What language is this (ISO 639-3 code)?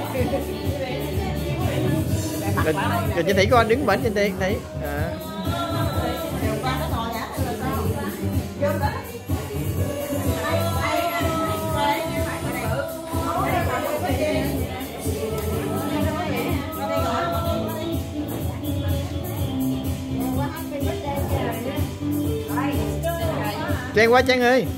vie